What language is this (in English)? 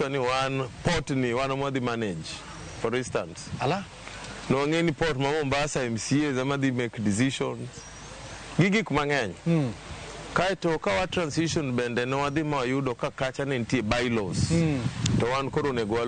Luo (Kenya and Tanzania)